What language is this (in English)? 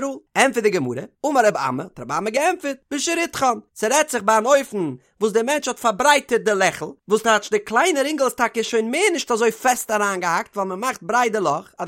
Yiddish